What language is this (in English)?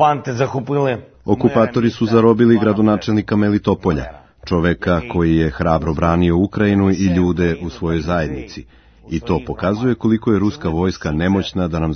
Serbian